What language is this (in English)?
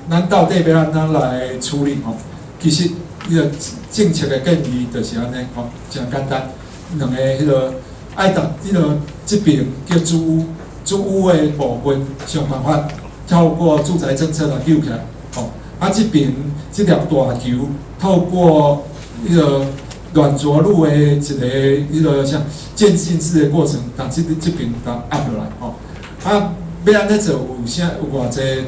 Min Nan Chinese